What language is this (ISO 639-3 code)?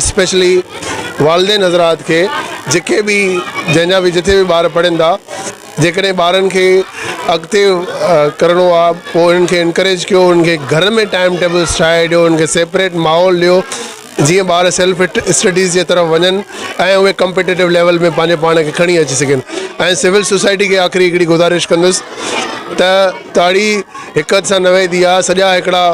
snd